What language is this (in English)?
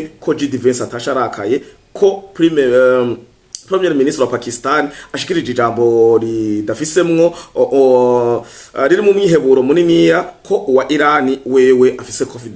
Rundi